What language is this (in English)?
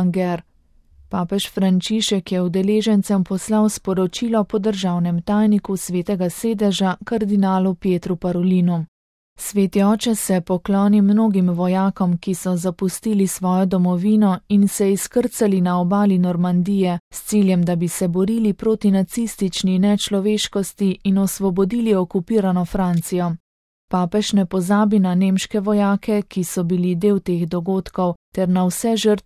Slovenian